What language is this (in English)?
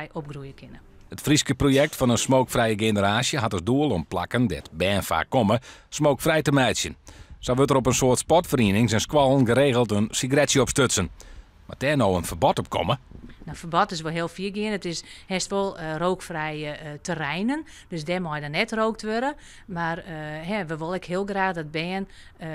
Western Frisian